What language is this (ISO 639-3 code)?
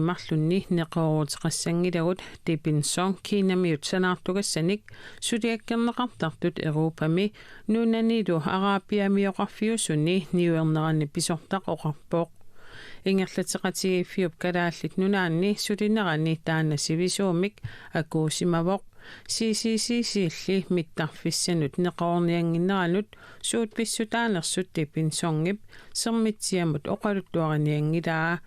kal